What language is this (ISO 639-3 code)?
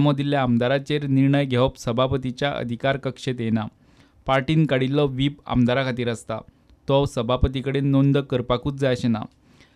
kok